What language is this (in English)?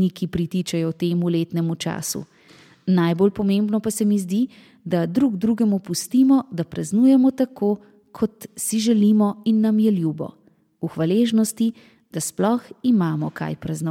Slovenian